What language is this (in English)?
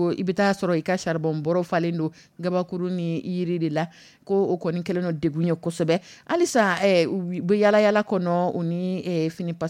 Dyula